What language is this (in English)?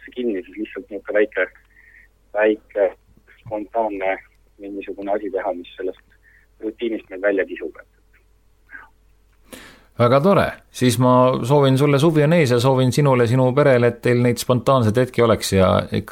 Estonian